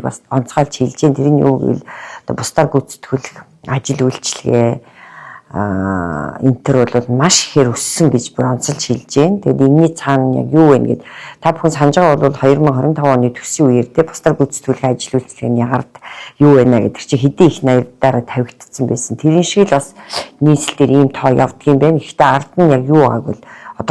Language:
Mongolian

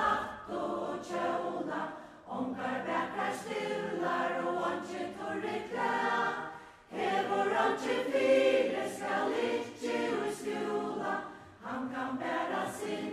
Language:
Faroese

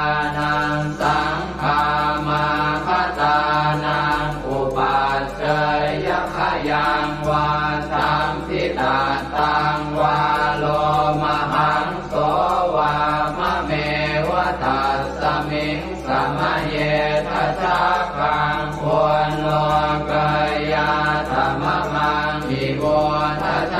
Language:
Pali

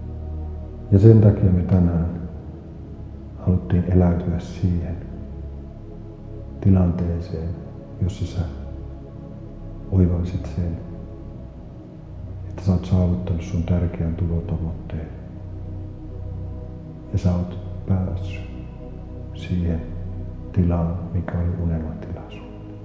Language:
Finnish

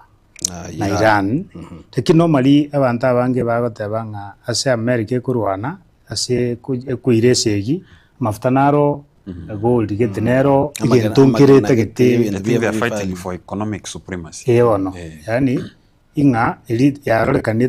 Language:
Gusii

